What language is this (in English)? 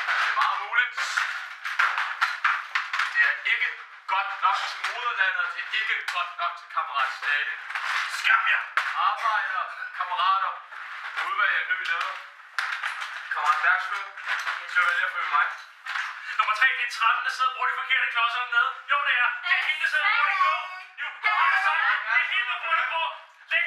Danish